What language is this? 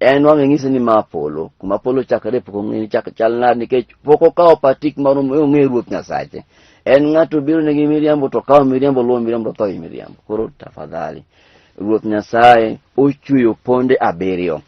Luo (Kenya and Tanzania)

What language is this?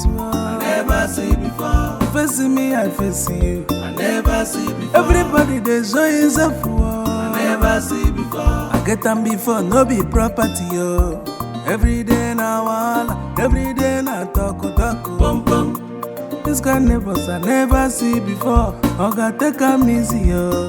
Nigerian Pidgin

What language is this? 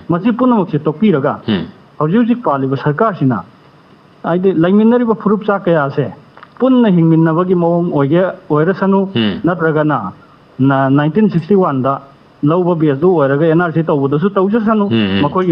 Manipuri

